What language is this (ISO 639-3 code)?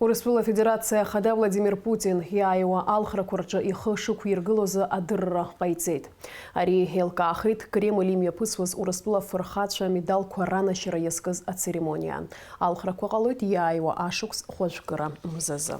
abk